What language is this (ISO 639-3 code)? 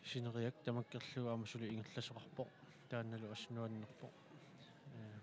kal